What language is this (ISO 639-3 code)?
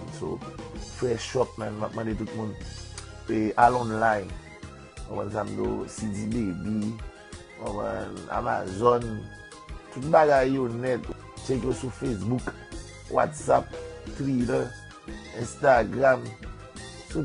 hat